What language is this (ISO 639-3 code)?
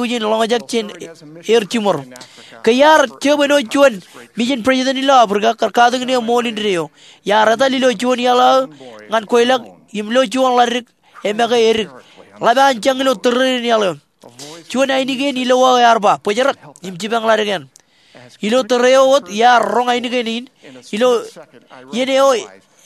mah